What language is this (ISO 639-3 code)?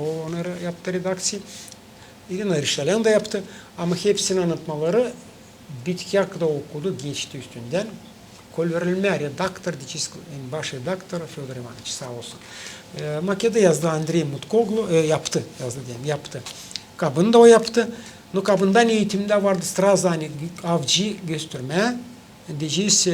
gag